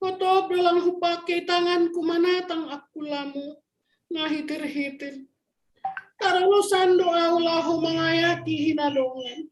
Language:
Batak Simalungun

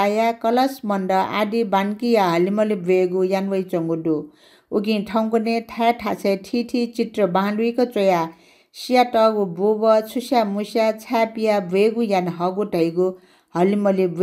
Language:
Newari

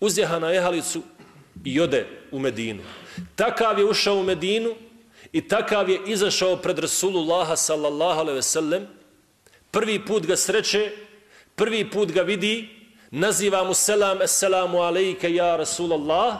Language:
Bosnian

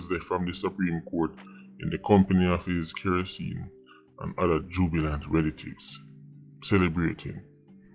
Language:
Jamaican Creole English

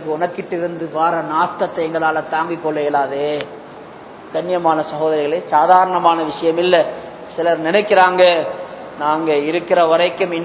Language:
Tamil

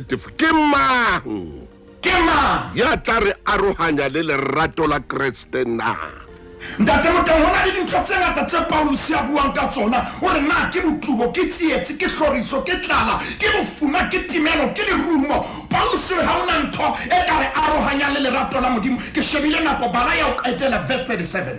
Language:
Southern Sotho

